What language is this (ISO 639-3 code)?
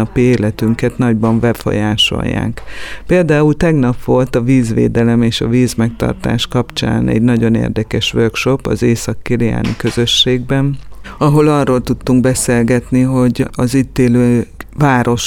hun